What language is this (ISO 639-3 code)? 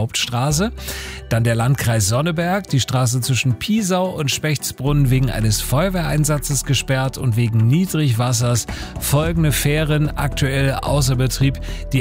deu